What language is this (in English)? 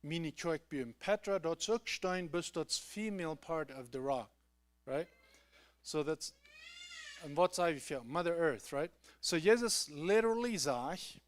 Plautdietsch